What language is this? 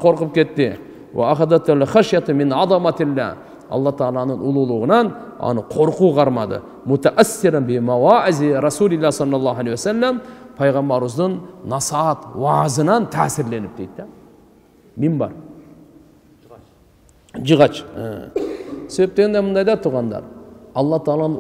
Kyrgyz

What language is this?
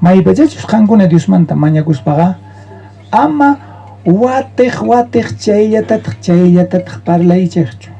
South Bolivian Quechua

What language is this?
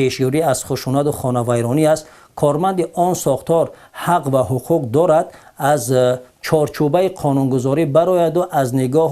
Tajik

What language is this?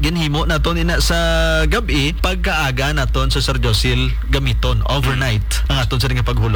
Hiligaynon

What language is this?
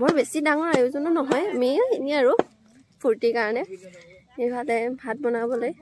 Assamese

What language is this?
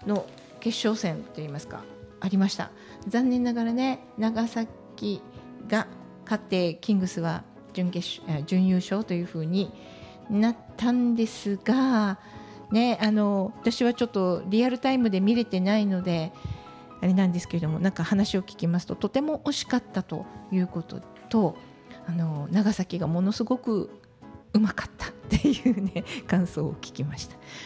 Japanese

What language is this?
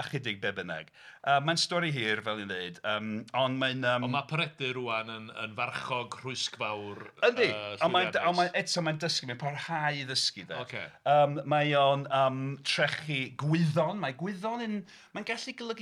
Welsh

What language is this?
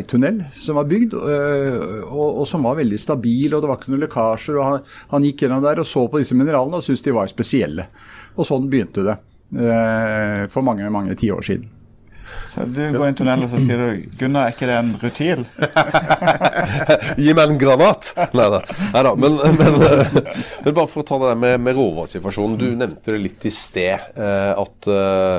Norwegian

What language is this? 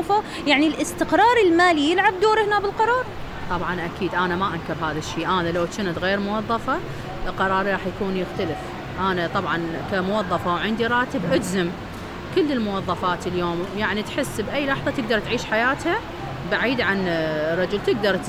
Mesopotamian Arabic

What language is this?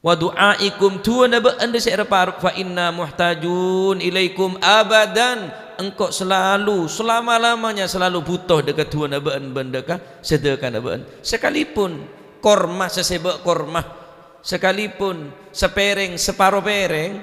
Madurese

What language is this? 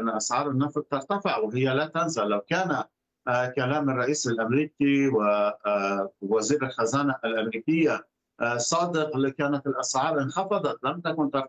Arabic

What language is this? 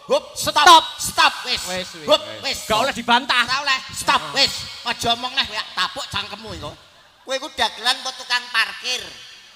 Javanese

